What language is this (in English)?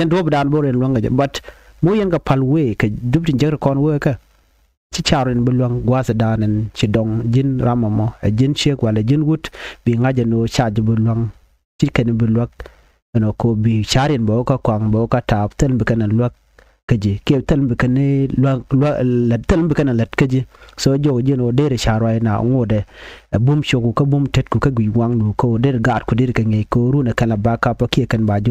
Nuer